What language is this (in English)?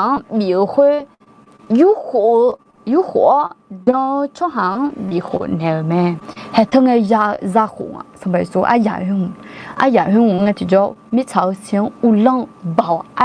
Akha